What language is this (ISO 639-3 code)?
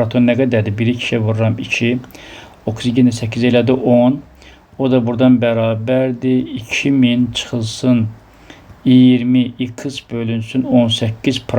aze